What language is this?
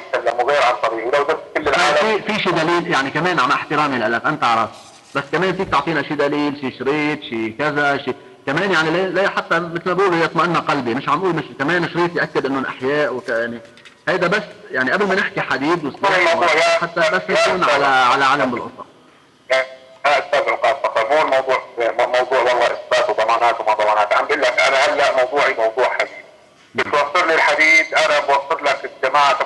North Levantine Arabic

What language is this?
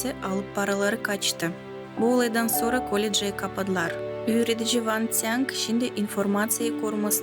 Gagauz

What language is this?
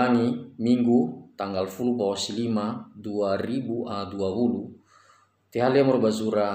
Nias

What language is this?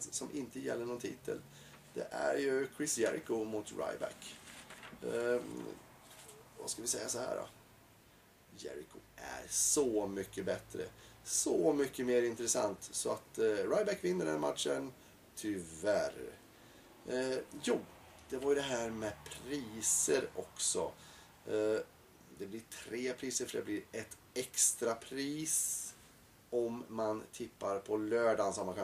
Swedish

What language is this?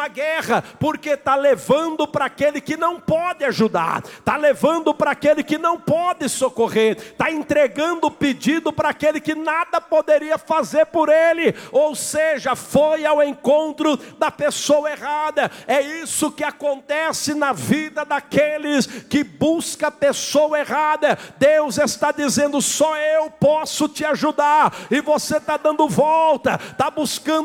Portuguese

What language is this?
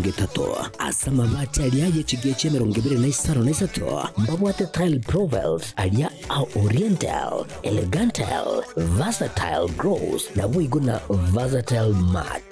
Gusii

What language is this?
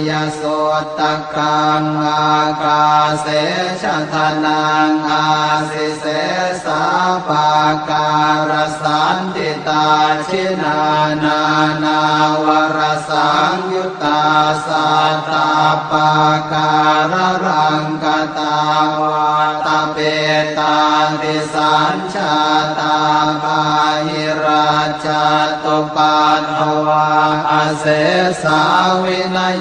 Pali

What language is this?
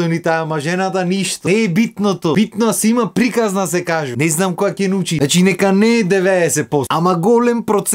Macedonian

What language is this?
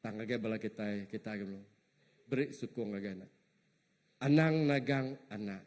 Iban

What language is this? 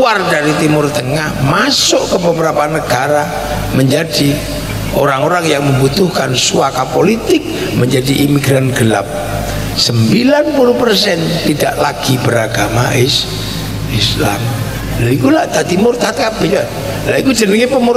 Indonesian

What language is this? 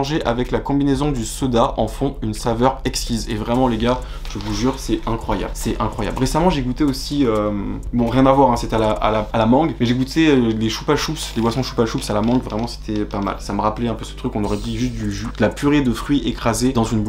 French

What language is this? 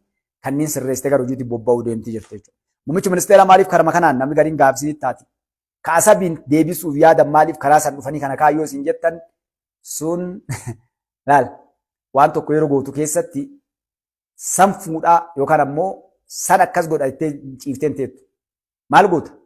Oromo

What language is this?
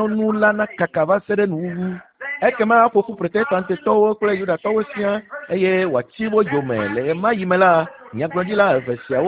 Ewe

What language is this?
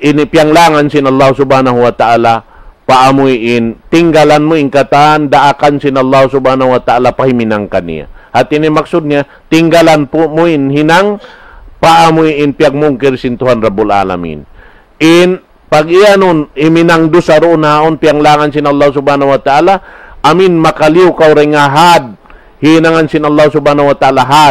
Tausug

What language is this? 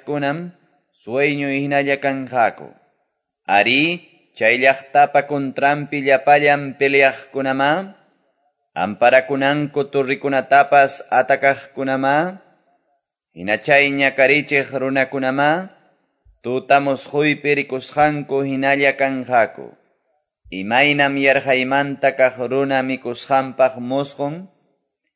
Quechua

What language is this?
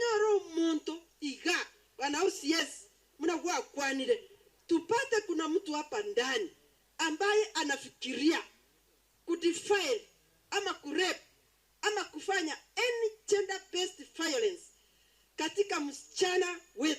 Gusii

